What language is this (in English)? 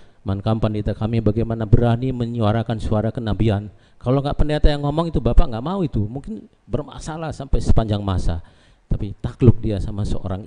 Batak Karo